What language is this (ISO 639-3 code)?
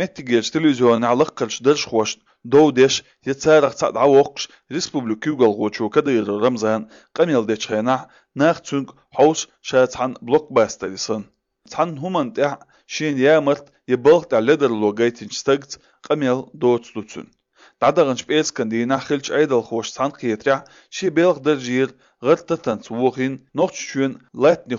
che